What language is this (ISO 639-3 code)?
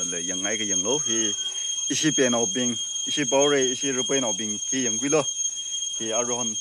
nmf